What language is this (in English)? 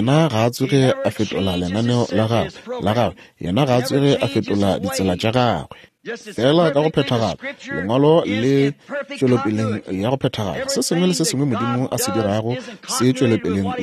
Northern Sotho